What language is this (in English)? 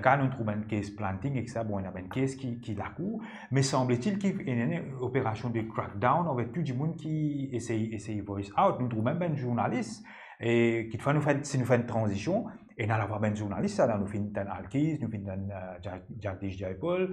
Morisyen